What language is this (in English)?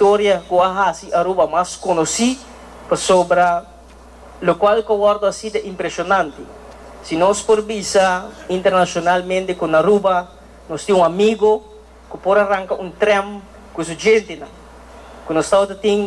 Papiamento